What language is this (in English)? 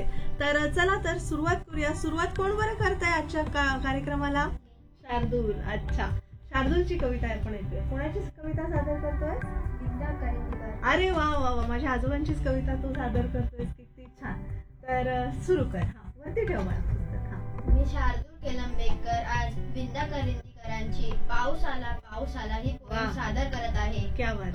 Marathi